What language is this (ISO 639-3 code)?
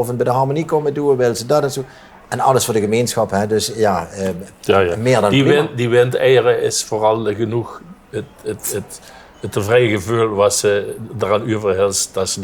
lim